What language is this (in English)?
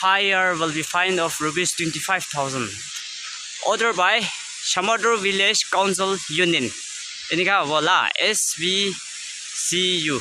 Naga Pidgin